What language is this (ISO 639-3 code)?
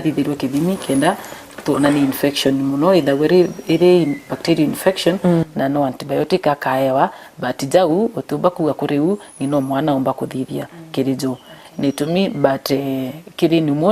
mer